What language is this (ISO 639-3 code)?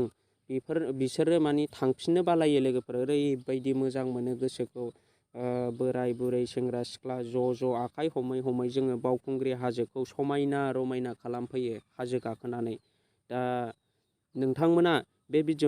brx